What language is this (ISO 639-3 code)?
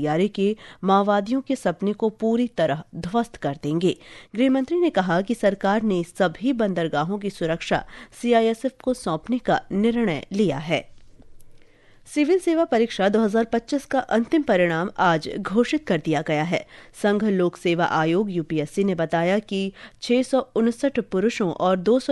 hin